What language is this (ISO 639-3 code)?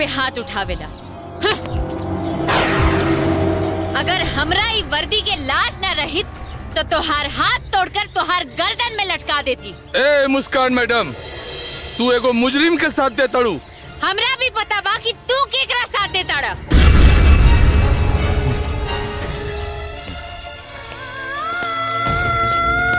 bho